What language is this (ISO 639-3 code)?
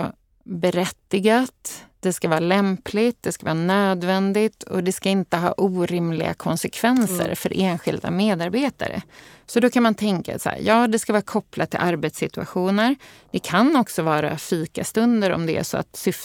swe